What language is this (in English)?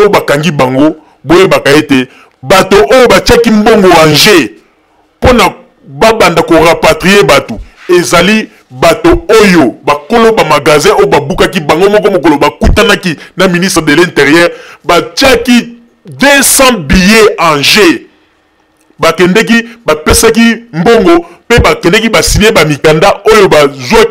Lingala